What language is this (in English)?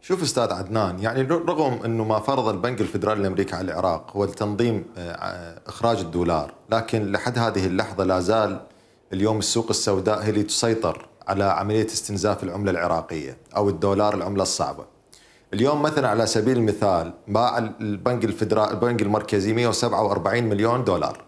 Mesopotamian Arabic